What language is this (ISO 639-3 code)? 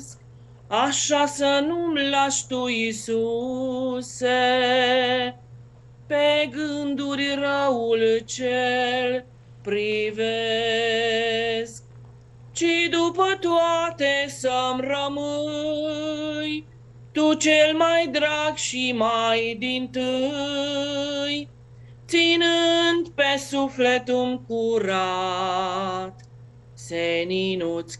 ron